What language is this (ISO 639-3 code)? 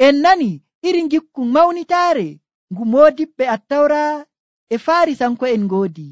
fuv